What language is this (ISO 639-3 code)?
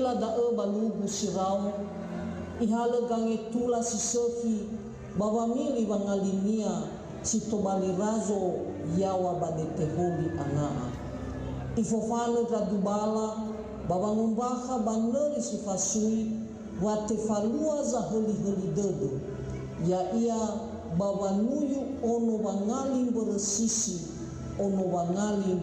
nia